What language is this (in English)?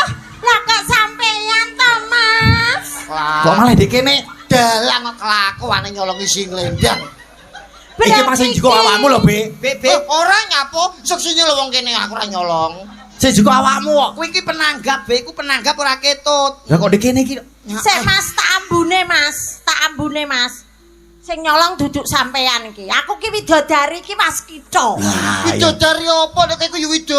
Javanese